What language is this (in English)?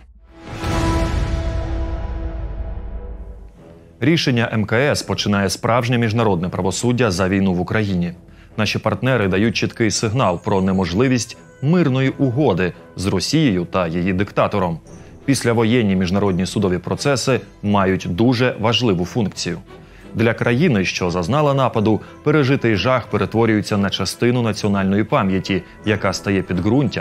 Ukrainian